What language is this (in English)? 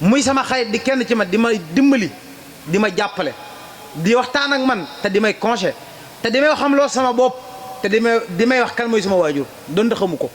Wolof